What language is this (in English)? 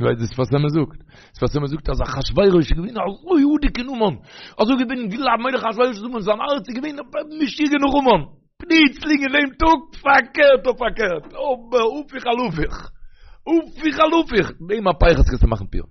Yiddish